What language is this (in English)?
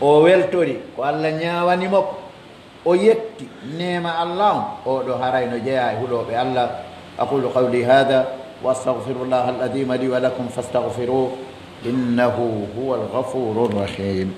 Pular